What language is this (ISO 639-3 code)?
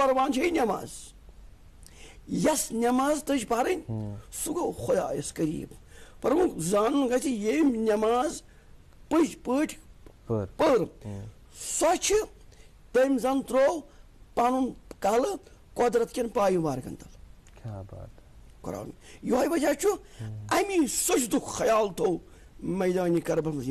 kas